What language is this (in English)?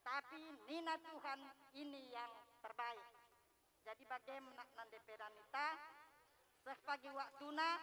Batak Karo